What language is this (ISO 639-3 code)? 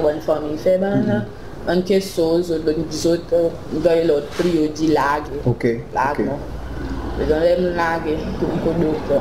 crs